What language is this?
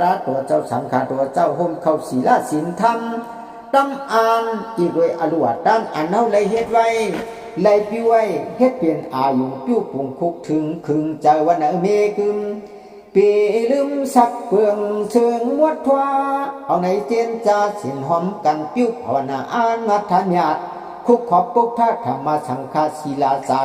Shan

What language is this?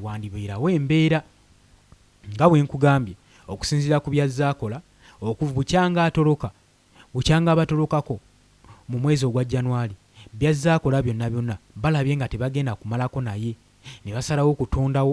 Ganda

